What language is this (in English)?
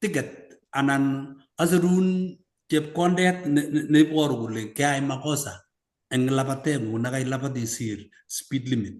Kalenjin